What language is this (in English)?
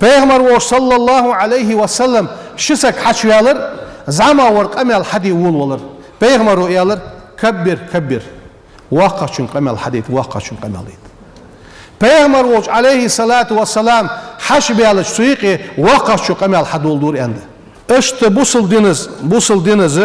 Ingush